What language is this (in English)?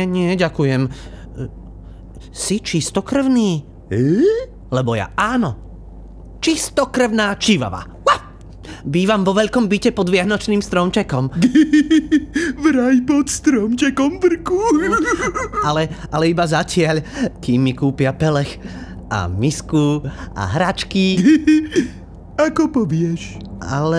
Slovak